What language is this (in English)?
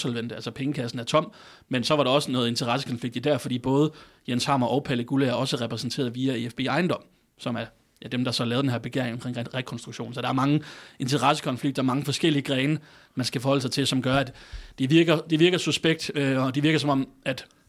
Danish